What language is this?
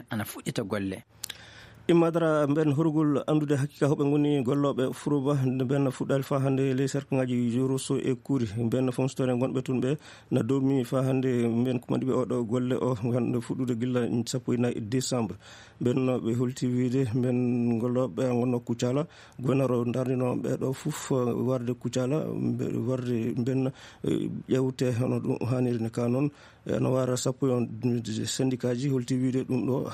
Fula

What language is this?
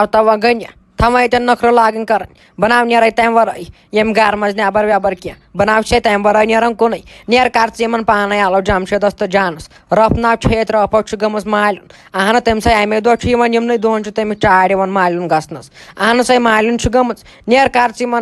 Kashmiri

